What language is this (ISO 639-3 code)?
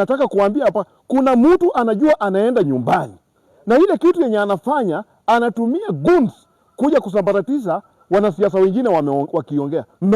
swa